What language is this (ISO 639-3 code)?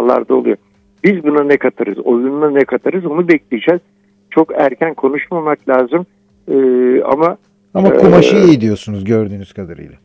tur